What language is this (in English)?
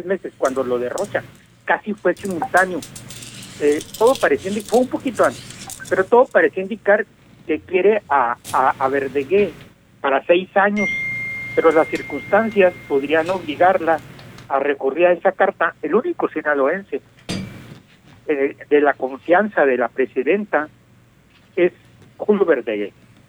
Spanish